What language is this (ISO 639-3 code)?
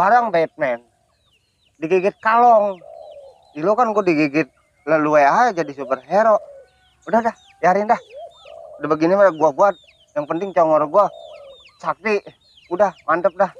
bew